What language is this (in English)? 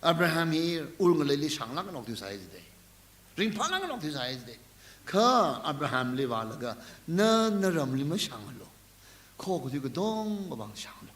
Tangkhul Naga (India)